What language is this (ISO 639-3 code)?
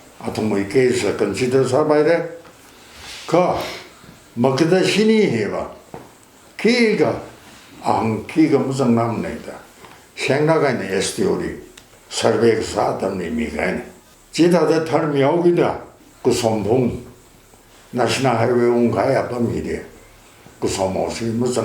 nmf